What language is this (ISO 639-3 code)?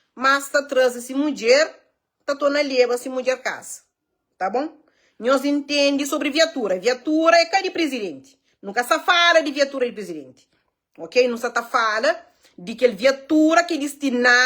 kea